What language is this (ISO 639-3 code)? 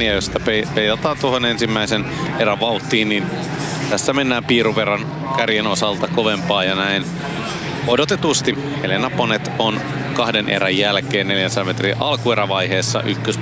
fin